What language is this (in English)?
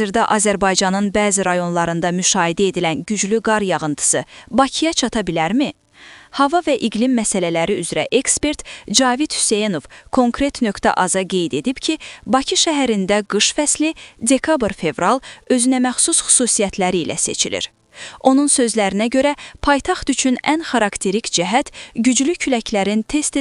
Azerbaijani